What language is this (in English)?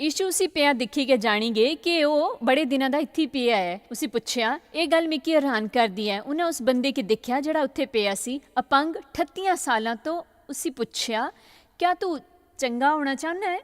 Dogri